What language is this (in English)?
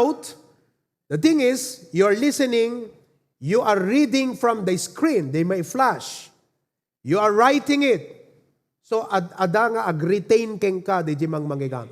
Iloko